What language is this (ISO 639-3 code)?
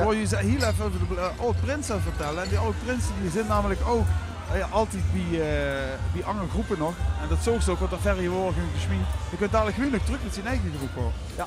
lim